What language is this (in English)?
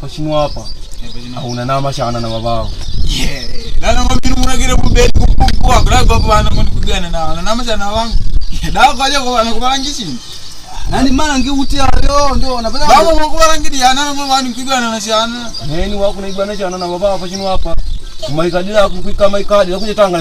Makonde